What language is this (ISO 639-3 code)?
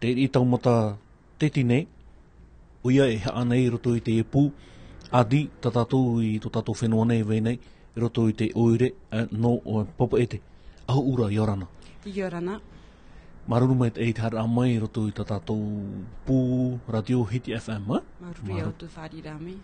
tah